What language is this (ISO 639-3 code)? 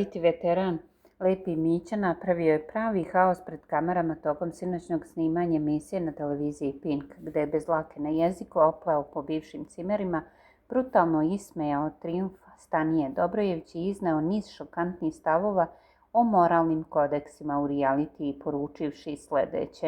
srp